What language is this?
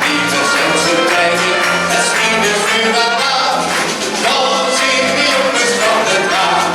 Limburgish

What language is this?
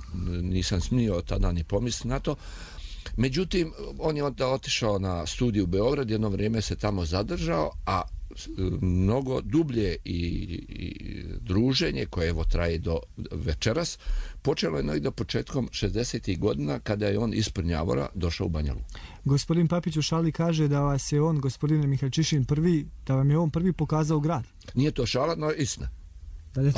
Serbian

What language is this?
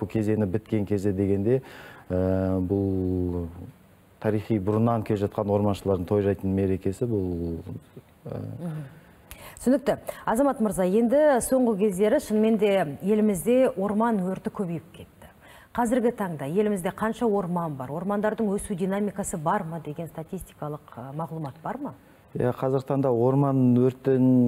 Kazakh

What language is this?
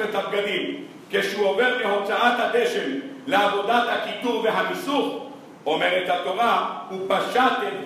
Hebrew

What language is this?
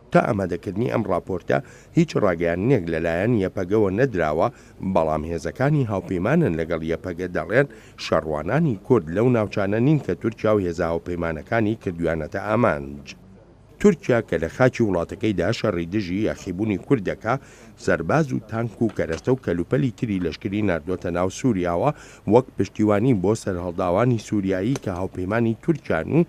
Central Kurdish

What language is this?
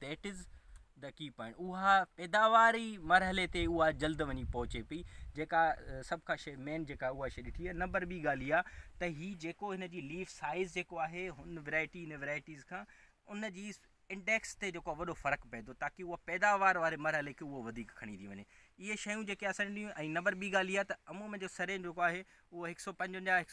Sindhi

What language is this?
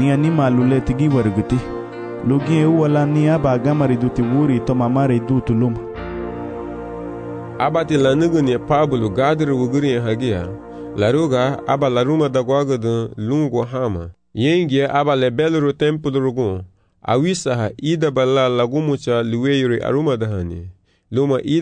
Garifuna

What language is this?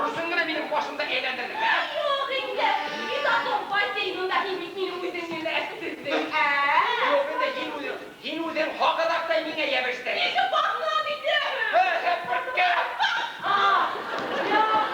Bashkir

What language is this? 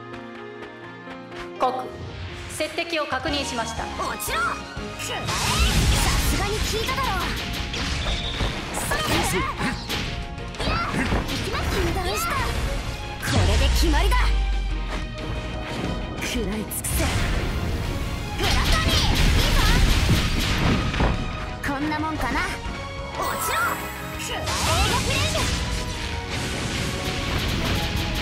Japanese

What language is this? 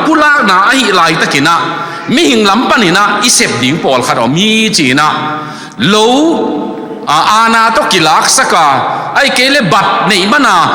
Tedim Chin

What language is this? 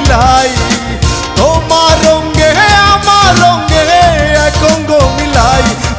Sylheti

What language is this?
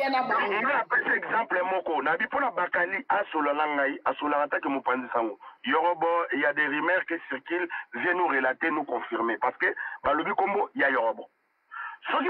Lingala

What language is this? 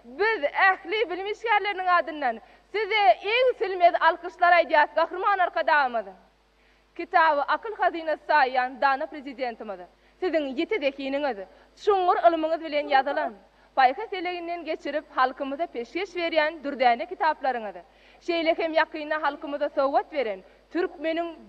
Turkmen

